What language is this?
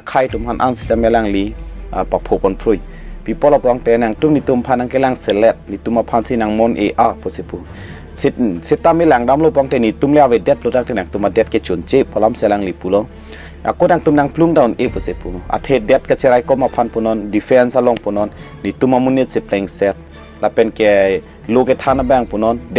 Karbi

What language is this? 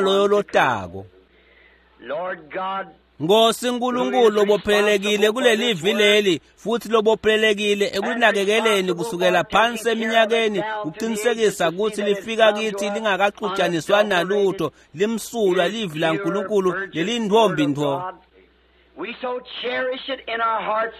Swati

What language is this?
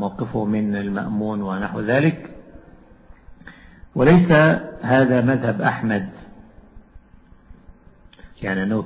Arabic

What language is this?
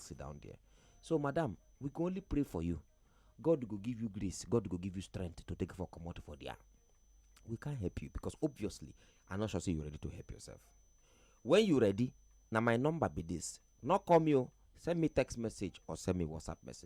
Nigerian Pidgin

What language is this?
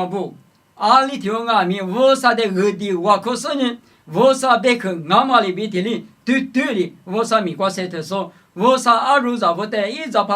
Lisu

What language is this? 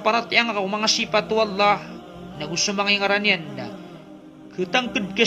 Maranao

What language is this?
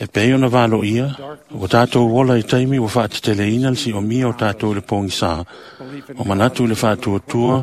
Samoan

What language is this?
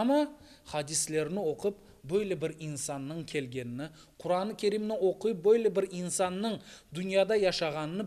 Crimean Tatar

